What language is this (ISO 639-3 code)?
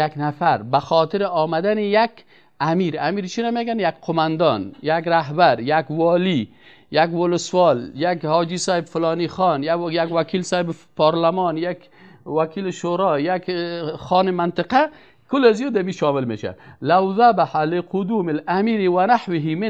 fas